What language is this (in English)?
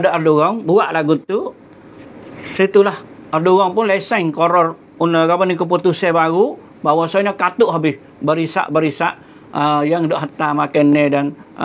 Malay